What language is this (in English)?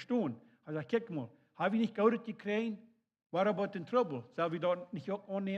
Plautdietsch